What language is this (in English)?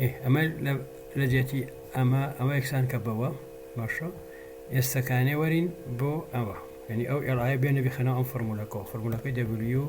Central Kurdish